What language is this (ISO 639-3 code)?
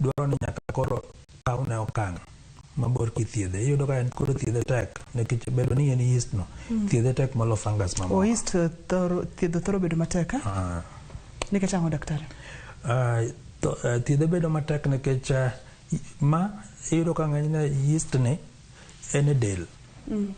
luo